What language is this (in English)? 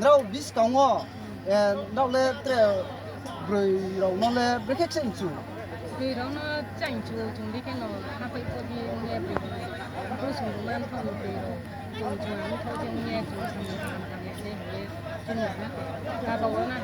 Riang (India)